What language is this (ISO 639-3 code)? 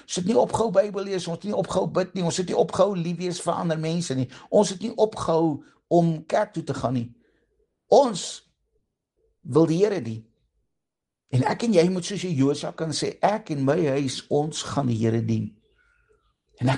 afr